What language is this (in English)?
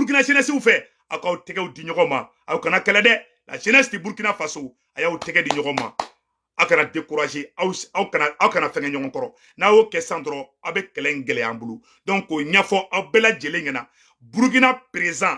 Bambara